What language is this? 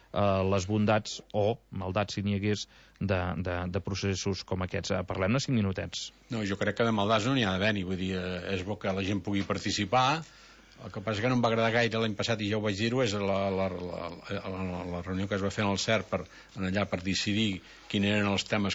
Catalan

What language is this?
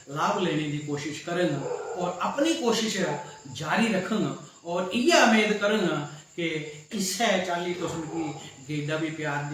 Dogri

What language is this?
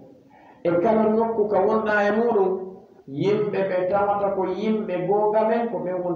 Fula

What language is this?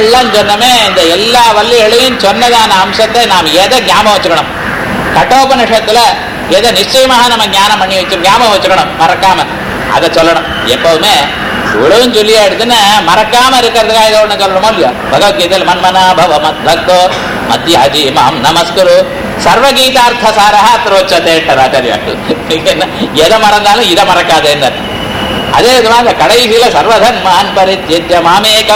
Tamil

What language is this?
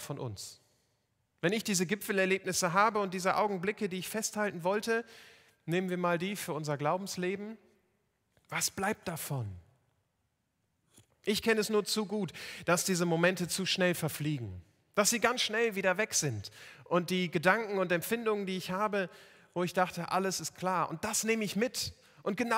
German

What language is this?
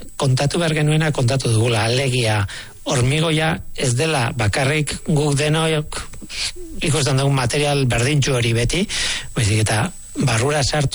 Basque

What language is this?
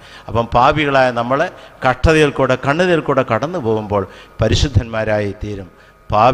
Malayalam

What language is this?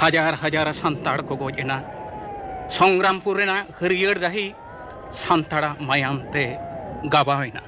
Santali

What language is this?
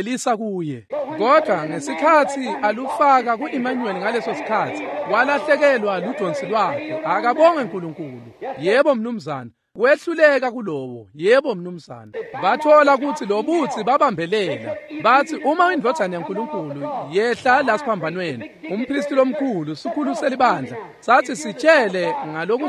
Swati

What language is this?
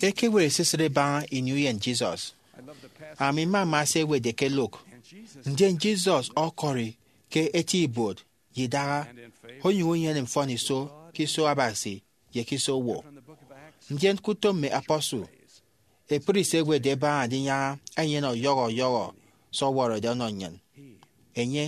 Efik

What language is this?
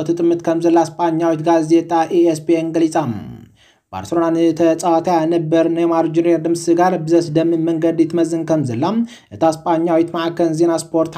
Tigrinya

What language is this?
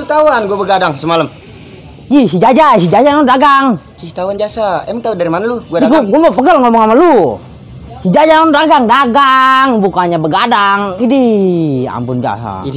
Betawi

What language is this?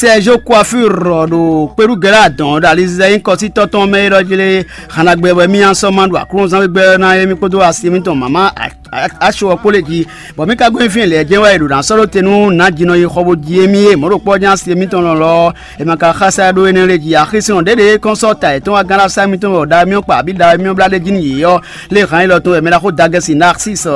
Fon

